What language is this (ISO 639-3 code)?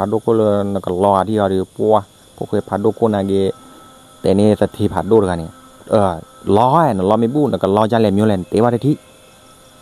ksw